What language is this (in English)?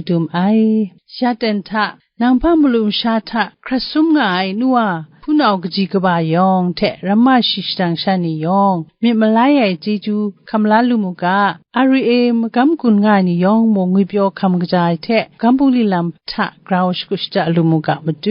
Kachin